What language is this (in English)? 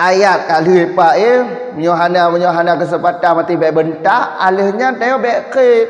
Achinese